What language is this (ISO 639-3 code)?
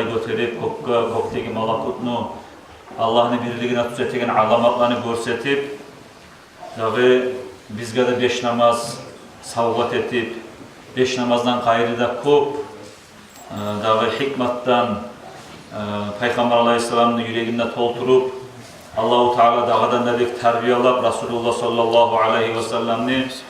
kum